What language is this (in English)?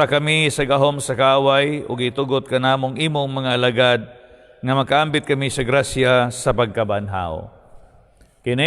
Cebuano